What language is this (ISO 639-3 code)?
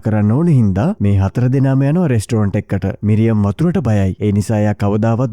sin